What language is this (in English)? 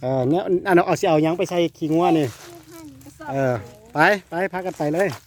Lao